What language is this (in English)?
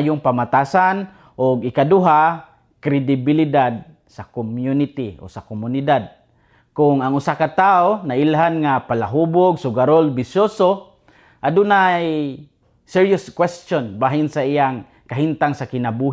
Cebuano